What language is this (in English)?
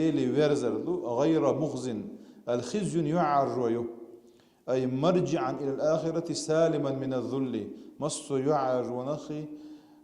Chechen